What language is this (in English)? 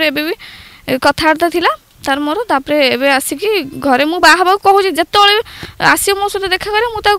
Odia